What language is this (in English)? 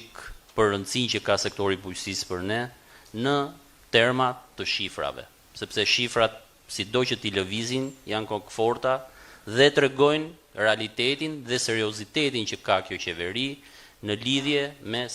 Albanian